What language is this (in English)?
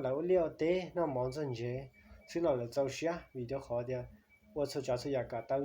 Hmong